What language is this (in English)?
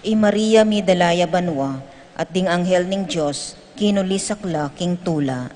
Pampanga